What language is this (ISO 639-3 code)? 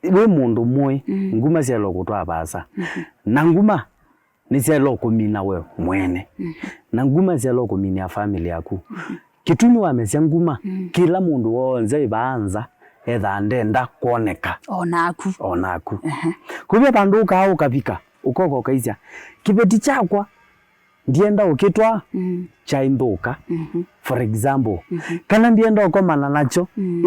kam